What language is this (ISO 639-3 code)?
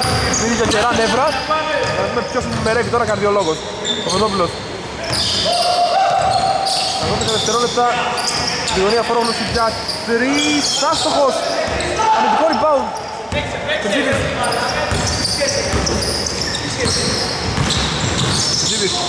ell